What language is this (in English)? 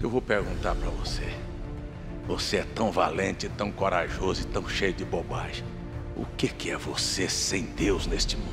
Portuguese